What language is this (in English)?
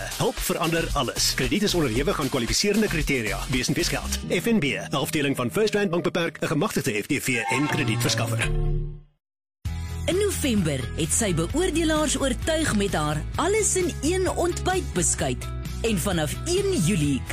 Afrikaans